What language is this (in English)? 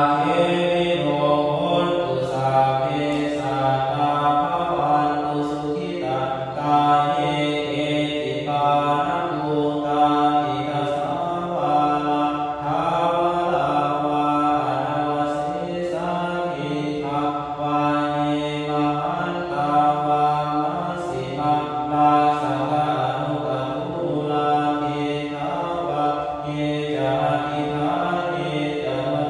Pali